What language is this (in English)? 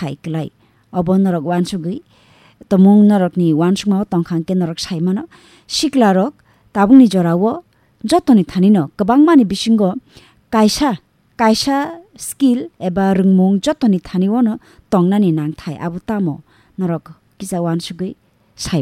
Kok Borok